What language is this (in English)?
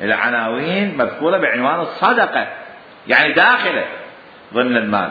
Mesopotamian Arabic